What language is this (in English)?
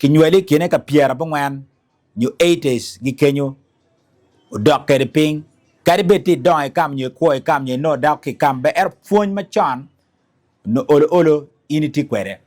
Acoli